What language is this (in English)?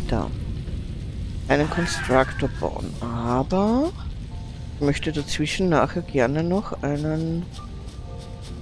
German